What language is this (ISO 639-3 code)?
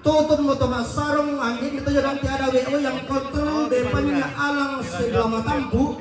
sda